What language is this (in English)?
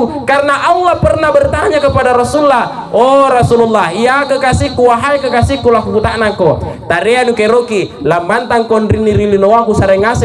Makasar